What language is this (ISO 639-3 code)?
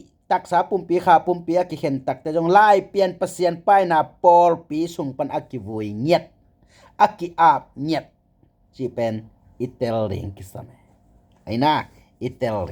ctd